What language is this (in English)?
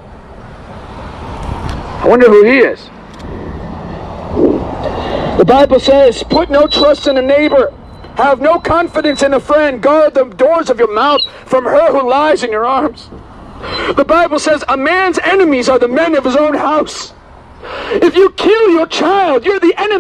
English